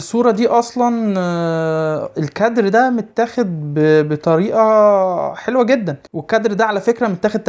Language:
Egyptian Arabic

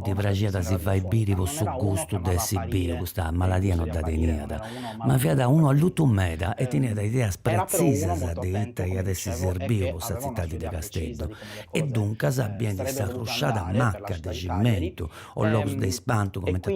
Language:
Sardinian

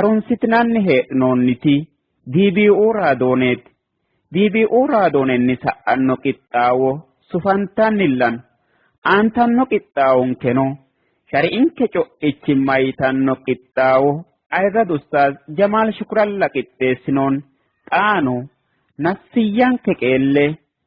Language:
Sidamo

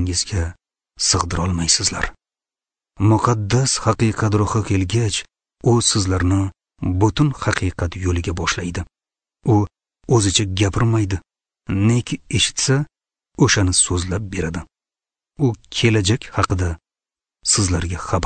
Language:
Uzbek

